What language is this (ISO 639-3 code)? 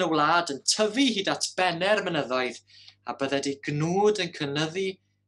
cym